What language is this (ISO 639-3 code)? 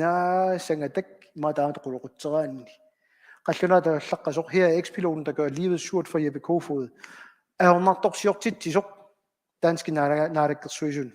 kal